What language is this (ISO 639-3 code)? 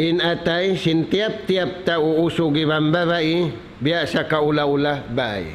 tsg